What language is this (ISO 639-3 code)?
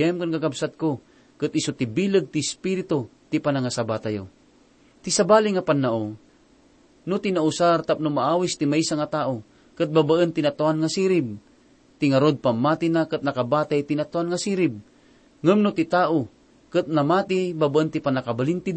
ilo